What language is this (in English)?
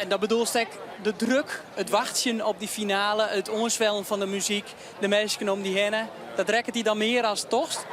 Western Frisian